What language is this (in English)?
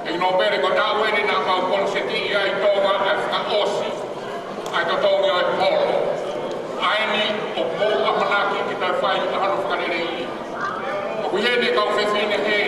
Tongan